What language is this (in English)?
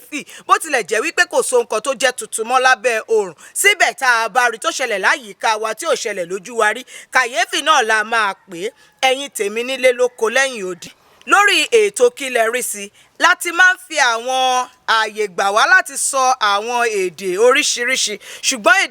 Yoruba